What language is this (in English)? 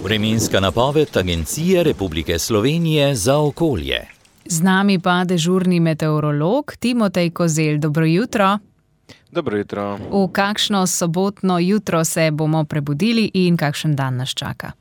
Slovenian